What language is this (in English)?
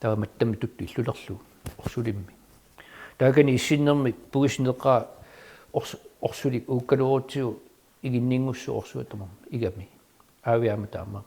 Kalaallisut